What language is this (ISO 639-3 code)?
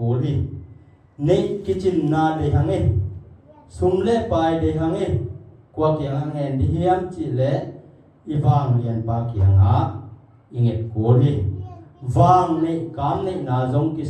ctd